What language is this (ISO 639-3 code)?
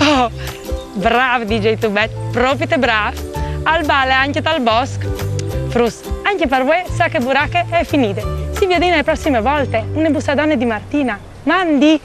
fur